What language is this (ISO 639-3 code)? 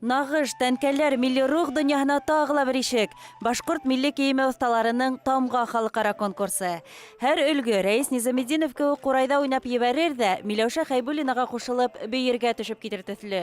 bak